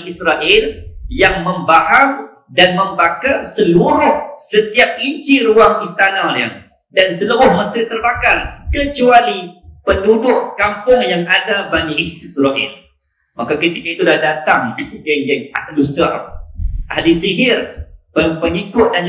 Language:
Malay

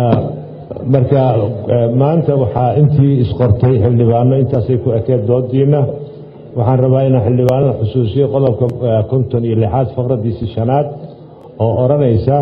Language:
Somali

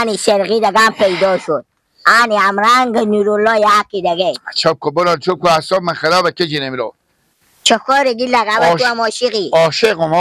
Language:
Persian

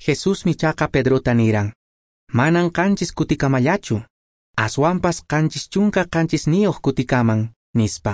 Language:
Quechua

